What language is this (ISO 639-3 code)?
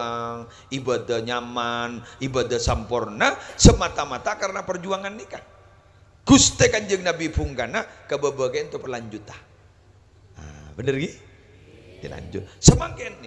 mad